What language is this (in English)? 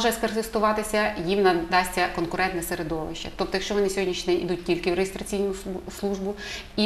Ukrainian